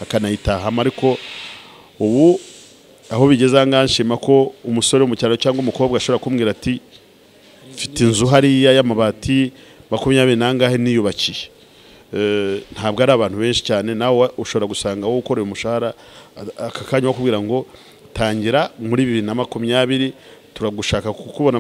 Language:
Kinyarwanda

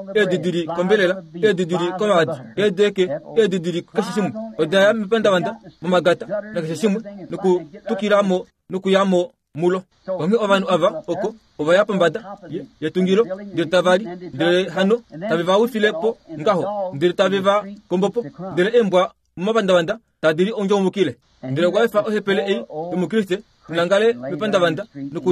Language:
Kuanyama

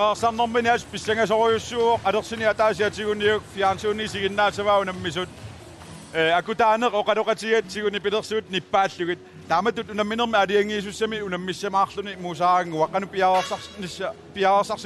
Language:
Kalaallisut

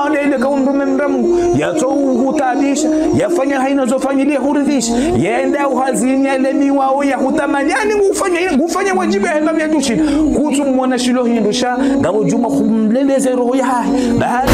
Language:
Ngazidja Comorian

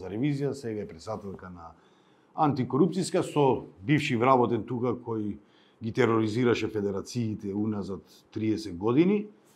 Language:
Macedonian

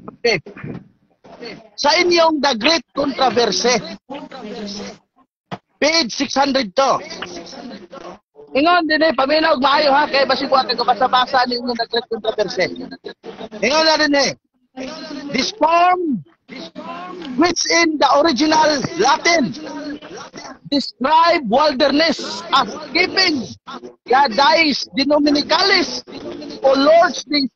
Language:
Cebuano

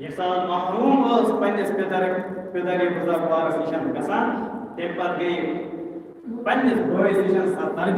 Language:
Kashmiri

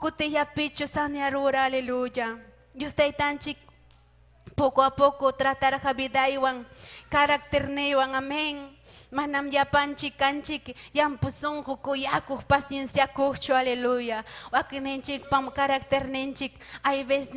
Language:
Ayacucho Quechua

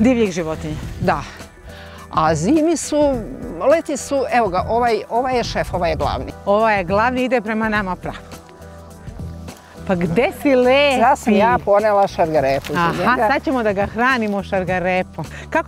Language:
Serbian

